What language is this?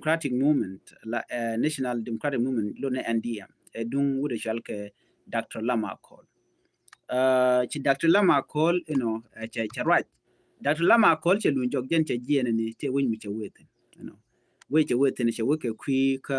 Nuer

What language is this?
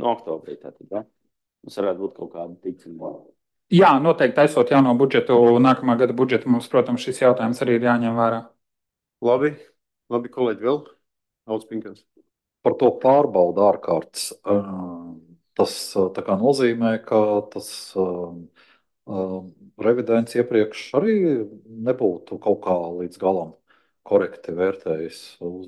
Latvian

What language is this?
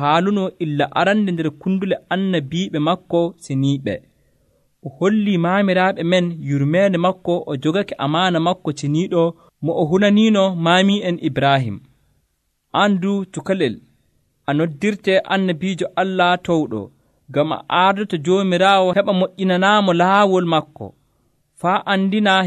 Nigerian Fulfulde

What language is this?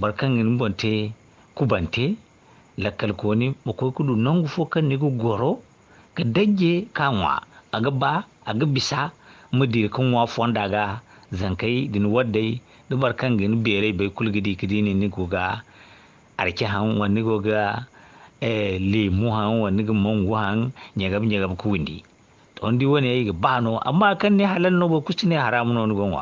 Zarma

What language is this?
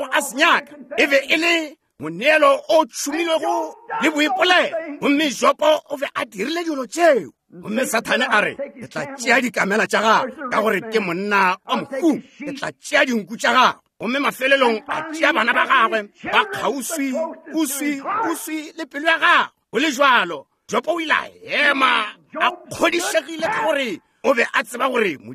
Northern Sotho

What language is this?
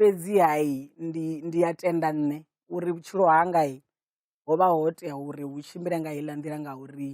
Venda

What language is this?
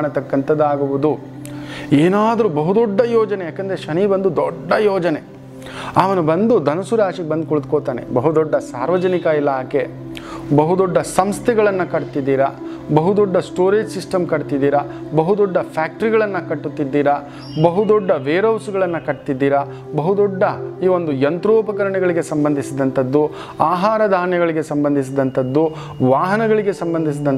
Kannada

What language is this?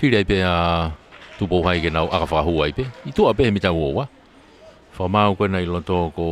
Tongan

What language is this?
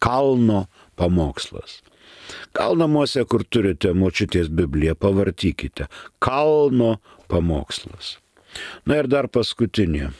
Lithuanian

